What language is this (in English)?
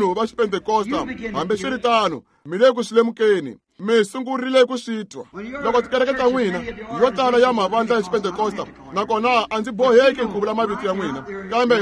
Tsonga